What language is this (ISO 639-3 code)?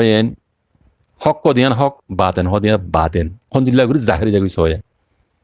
rhg